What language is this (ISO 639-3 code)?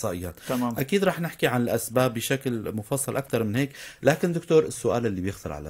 apc